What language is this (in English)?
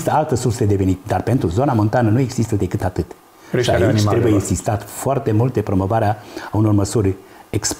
Romanian